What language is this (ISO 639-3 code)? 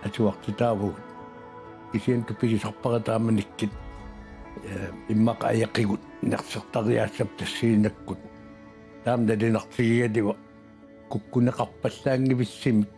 kal